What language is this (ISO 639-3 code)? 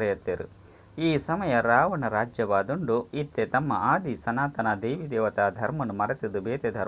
tcy